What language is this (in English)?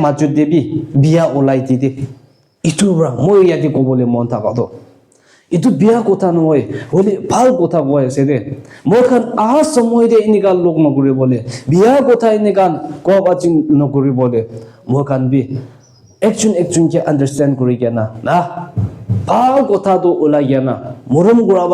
Naga Pidgin